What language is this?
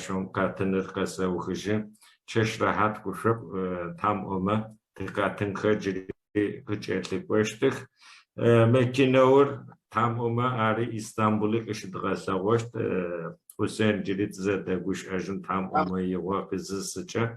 Adyghe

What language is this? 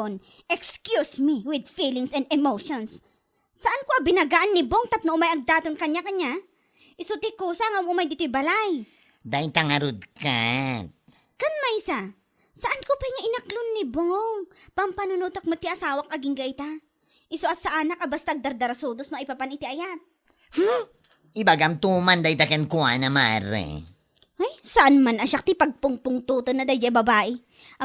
Iloko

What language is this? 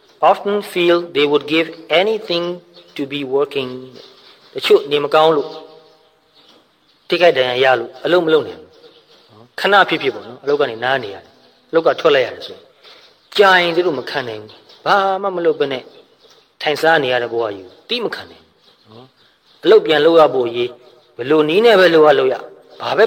Burmese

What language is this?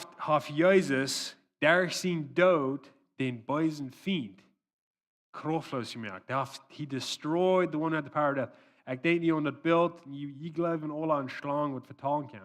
Plautdietsch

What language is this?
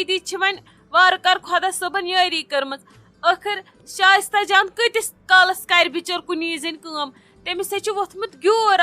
Kashmiri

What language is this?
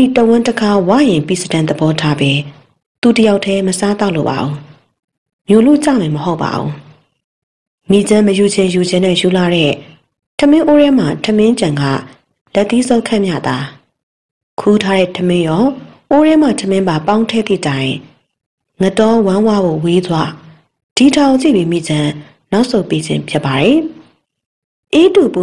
Burmese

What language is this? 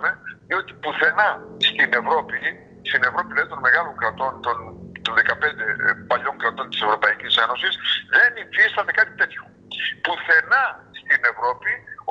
Greek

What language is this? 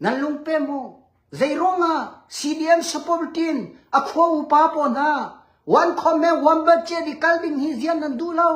Hakha Chin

